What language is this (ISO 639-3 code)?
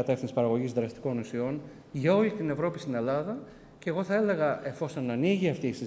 ell